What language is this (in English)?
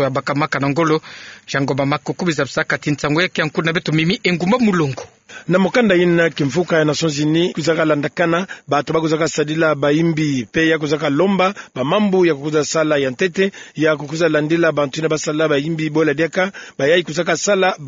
Kituba (Democratic Republic of Congo)